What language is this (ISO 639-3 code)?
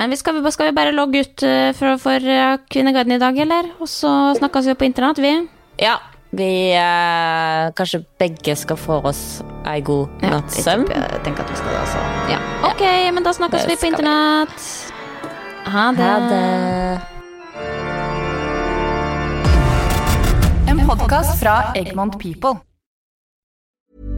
nor